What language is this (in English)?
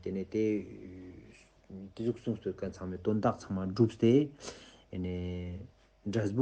Ladakhi